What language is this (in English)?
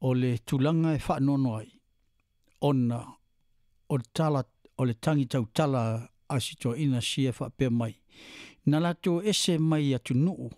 Samoan